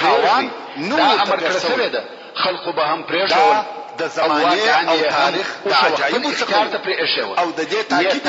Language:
Pashto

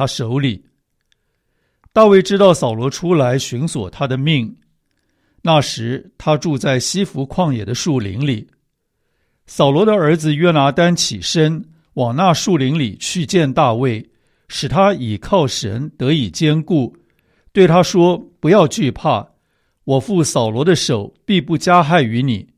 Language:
Chinese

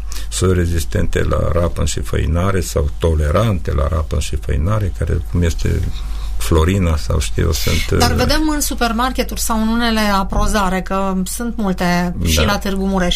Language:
Romanian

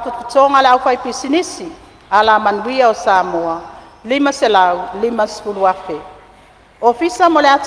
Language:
Samoan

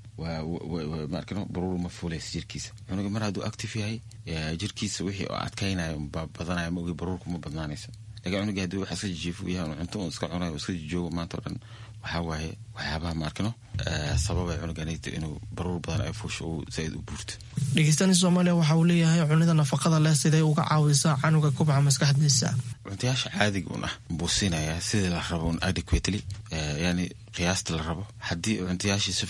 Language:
Somali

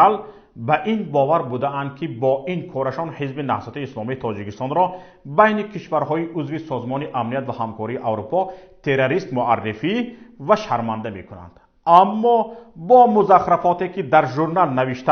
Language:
Tajik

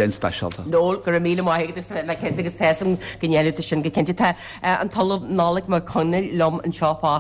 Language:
Irish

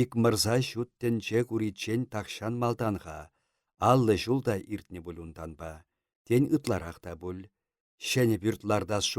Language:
Chuvash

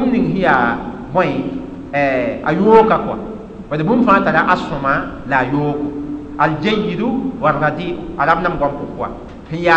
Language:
Mossi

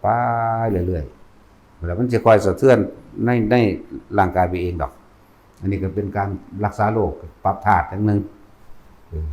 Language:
Northeastern Thai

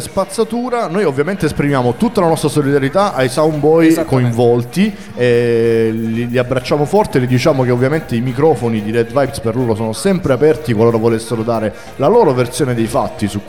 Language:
Italian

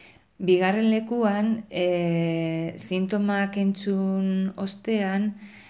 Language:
Basque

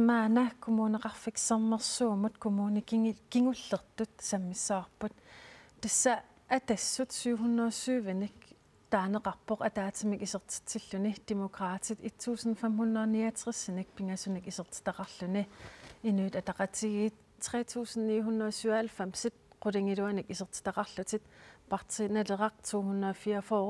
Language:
Kalaallisut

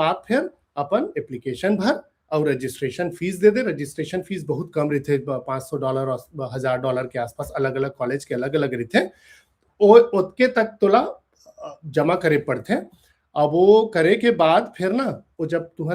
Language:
Chhattisgarhi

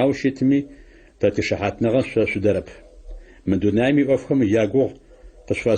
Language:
Adyghe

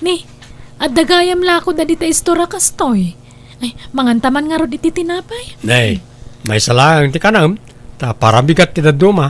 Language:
Iloko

